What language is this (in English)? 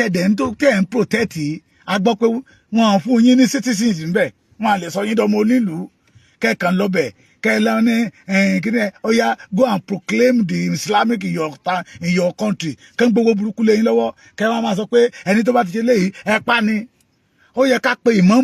Yoruba